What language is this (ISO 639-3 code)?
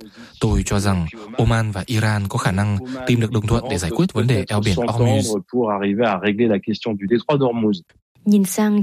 vie